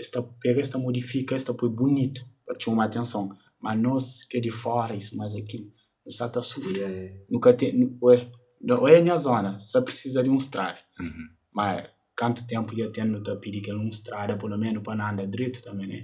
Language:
Kabuverdianu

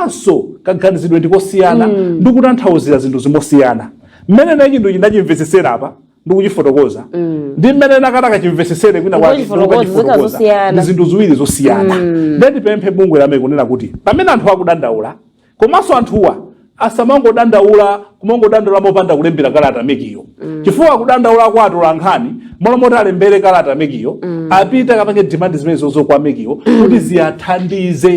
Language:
Nyanja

